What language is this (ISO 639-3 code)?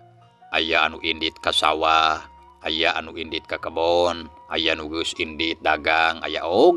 sun